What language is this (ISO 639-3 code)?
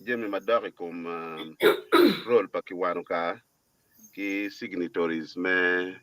ach